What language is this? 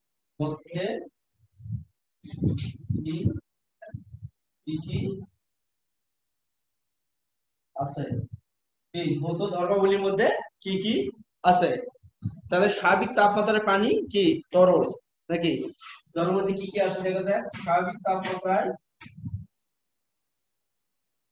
Bangla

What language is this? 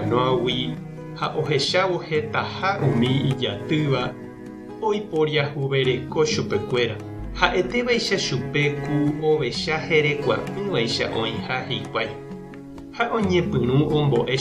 Guarani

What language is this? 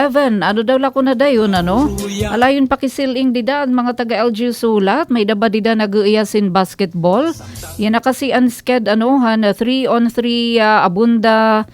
Waray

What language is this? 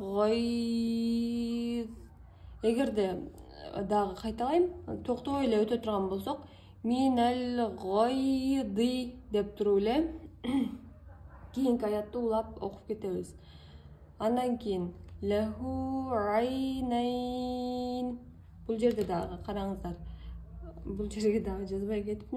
Kyrgyz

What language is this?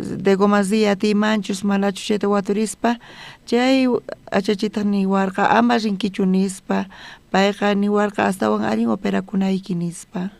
South Bolivian Quechua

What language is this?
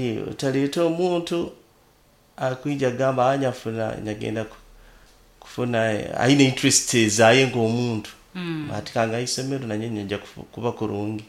Nyoro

